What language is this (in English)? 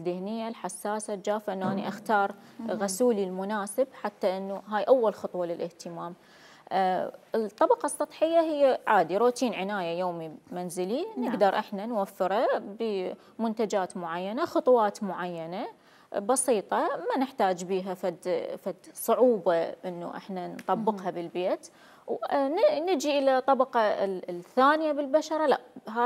Mesopotamian Arabic